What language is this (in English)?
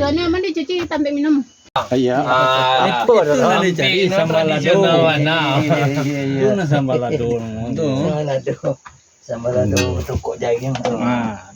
Minangkabau